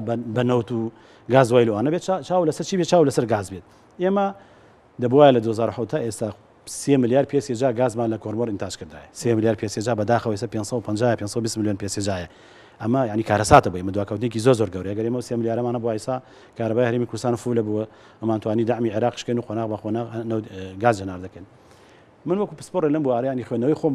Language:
Central Kurdish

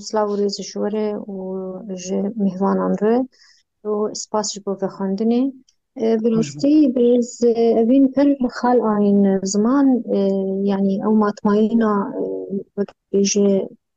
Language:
Kurdish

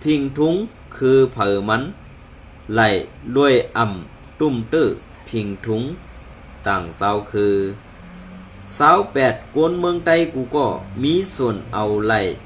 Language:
Shan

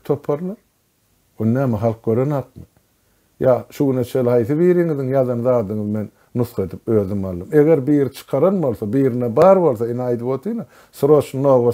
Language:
Turkmen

